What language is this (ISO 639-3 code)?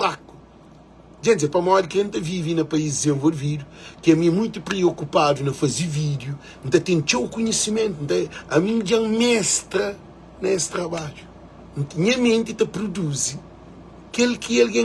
kea